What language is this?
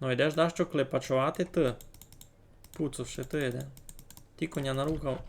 Rusyn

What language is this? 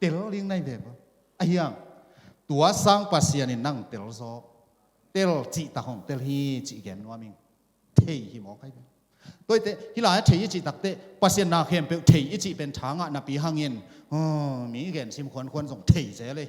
Tedim Chin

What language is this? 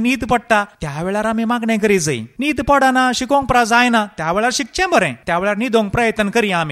Konkani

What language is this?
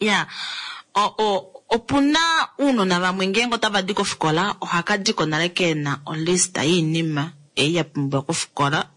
Kuanyama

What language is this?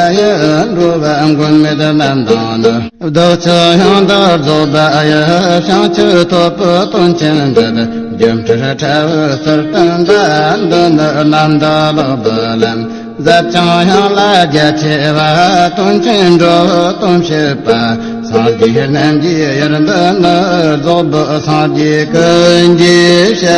Tibetan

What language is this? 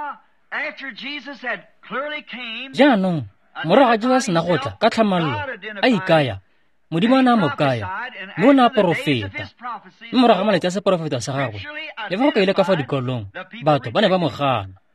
Tswana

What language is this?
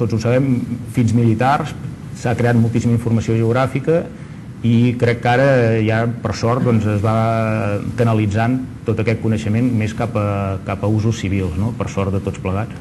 Catalan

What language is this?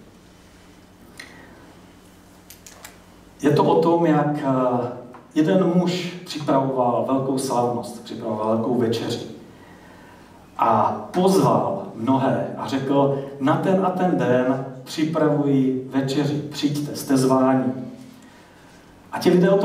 Czech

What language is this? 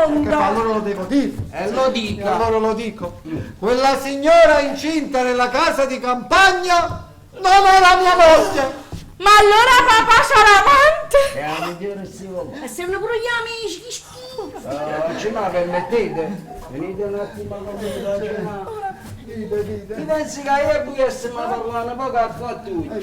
Neapolitan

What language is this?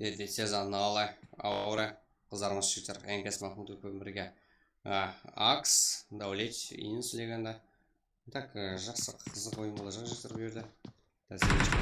Kara-Kalpak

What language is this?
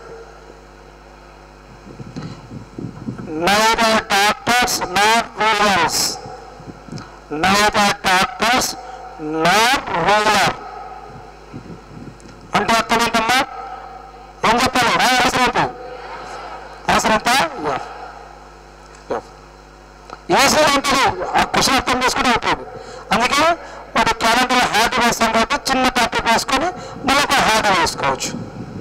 Telugu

